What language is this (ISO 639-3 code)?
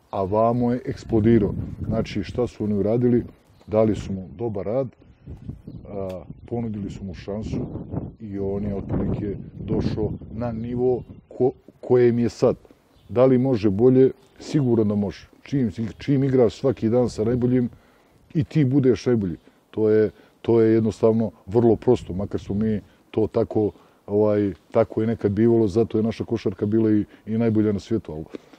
bos